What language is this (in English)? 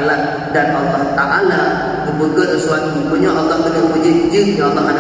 Achinese